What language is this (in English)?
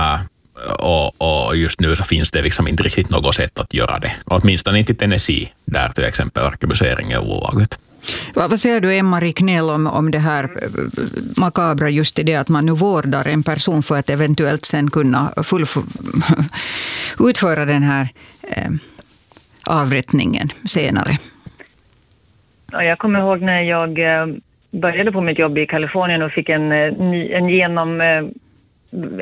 Swedish